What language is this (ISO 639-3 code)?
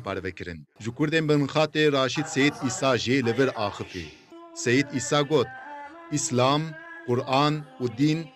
kur